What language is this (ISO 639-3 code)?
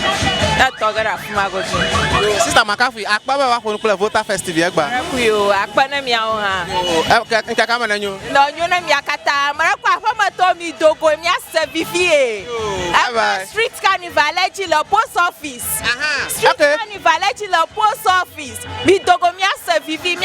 ewe